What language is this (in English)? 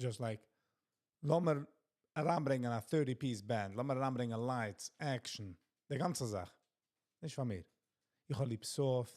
Yiddish